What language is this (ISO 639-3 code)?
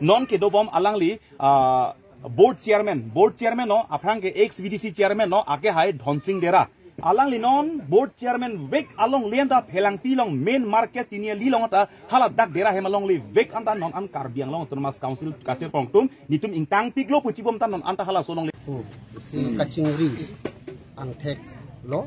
mjw